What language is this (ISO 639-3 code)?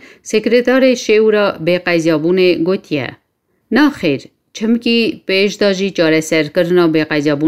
kur